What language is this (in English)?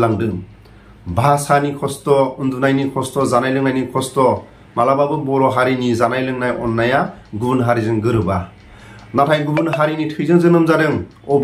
Bodo